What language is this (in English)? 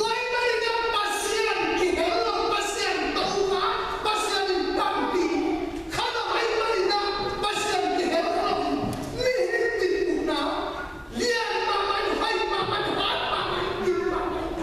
Tedim Chin